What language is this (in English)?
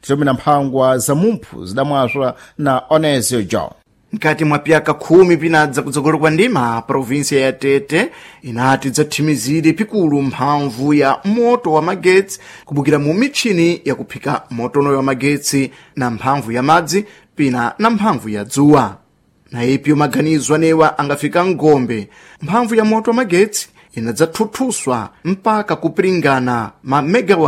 Sena